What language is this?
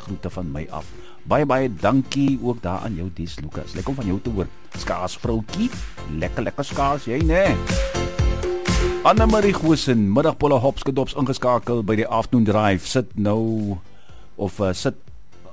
Afrikaans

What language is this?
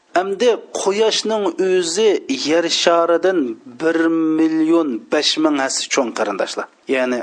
Uyghur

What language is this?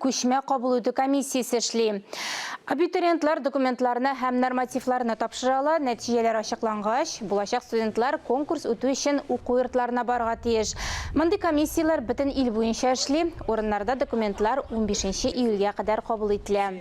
Tatar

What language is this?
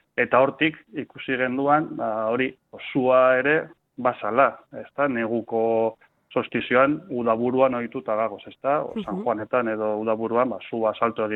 Basque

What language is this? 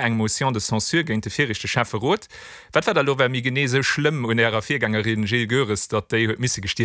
Luxembourgish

